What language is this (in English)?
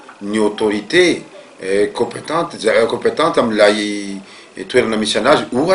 Malagasy